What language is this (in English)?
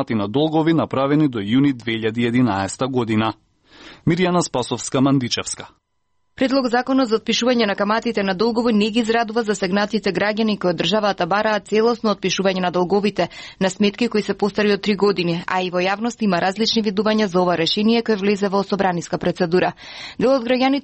Macedonian